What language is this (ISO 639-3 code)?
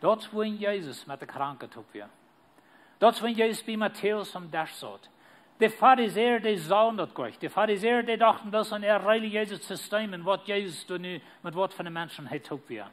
pdt